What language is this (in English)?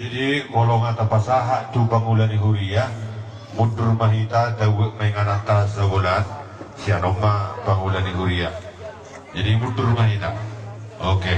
Batak Toba